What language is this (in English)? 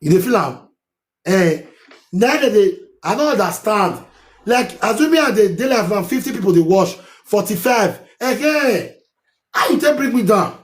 Nigerian Pidgin